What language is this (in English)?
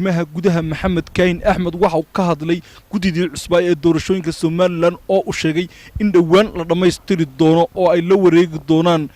Somali